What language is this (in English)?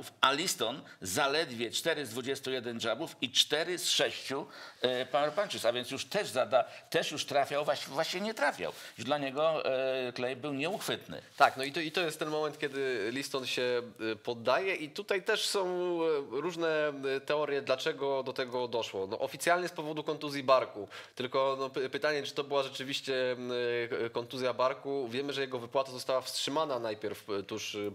Polish